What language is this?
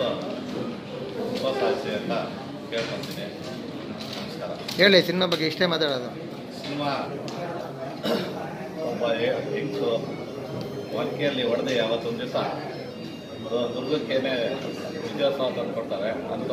Kannada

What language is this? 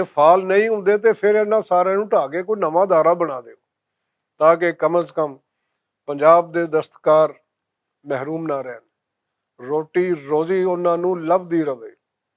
Western Panjabi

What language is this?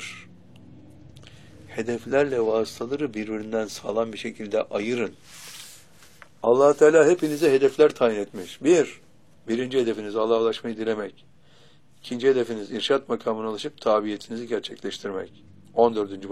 Turkish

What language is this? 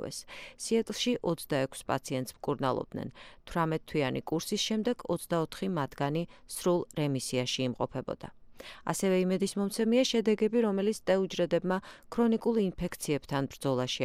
Georgian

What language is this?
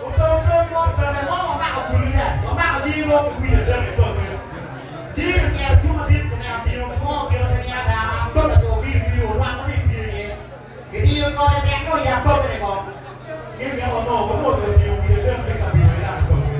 Acoli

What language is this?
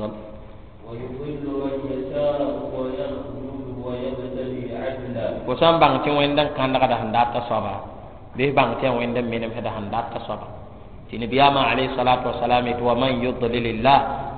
Mossi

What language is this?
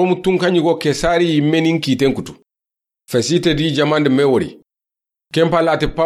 Soninke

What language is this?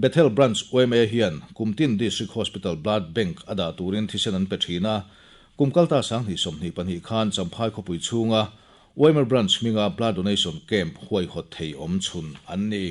Mizo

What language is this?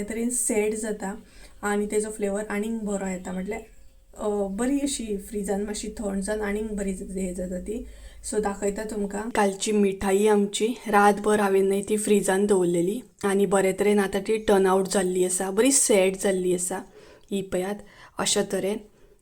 Konkani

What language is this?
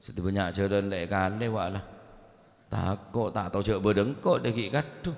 Madurese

